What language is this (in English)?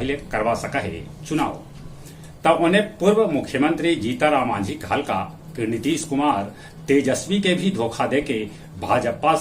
Magahi